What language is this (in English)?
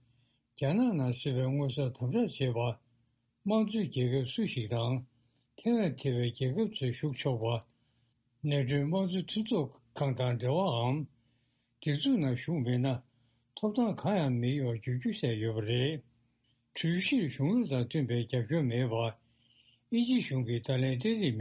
Tibetan